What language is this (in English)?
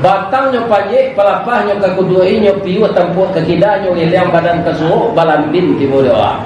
Minangkabau